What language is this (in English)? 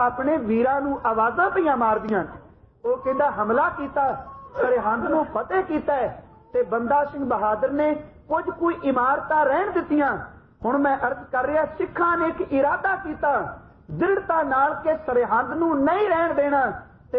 Punjabi